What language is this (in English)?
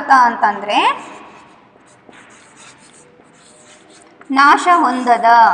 Kannada